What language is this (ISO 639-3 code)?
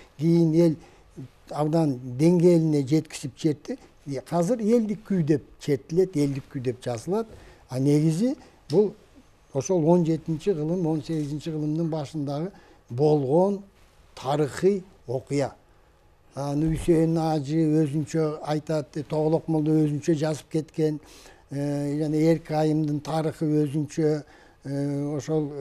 kir